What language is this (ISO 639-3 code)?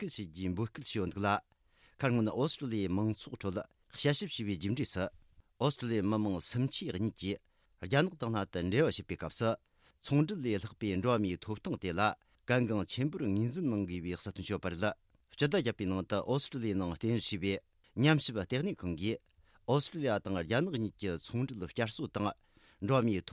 bod